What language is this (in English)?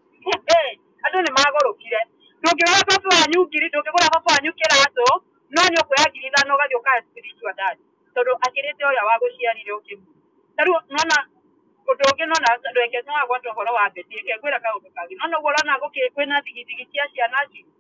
Kikuyu